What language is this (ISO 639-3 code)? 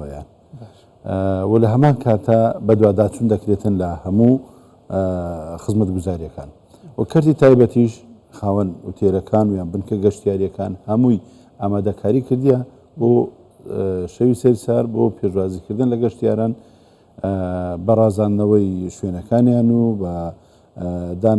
ckb